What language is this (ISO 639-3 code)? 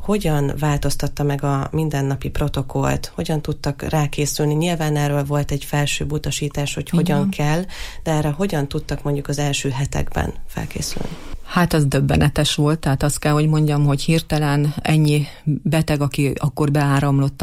hun